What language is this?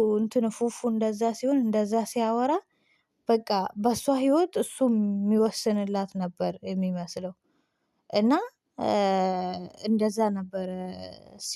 Amharic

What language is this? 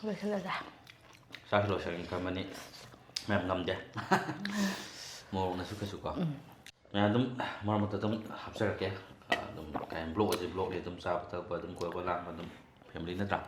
Manipuri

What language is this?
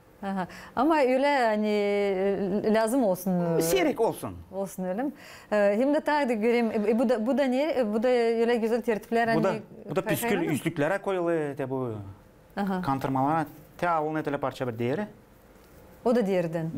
Gagauz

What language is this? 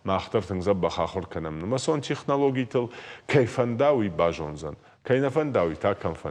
Ossetic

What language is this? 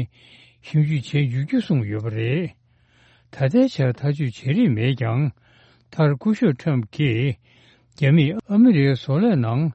Tibetan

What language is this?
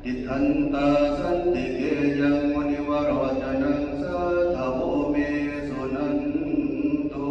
Pali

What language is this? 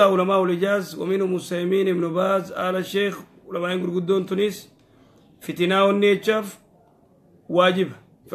Oromo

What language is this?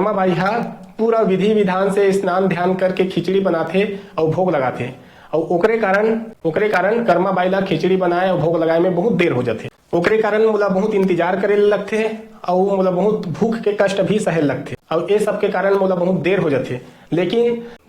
Chhattisgarhi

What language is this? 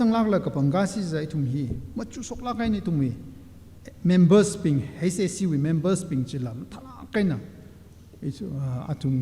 Tangkhul Naga (India)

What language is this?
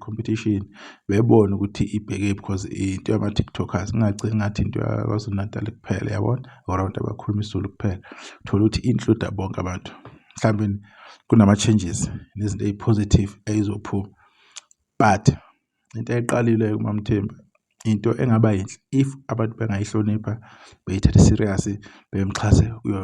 Zulu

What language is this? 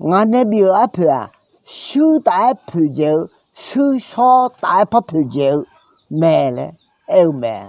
Akha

